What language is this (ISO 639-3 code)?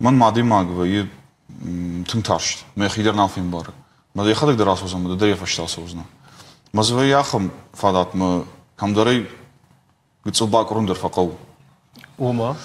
oss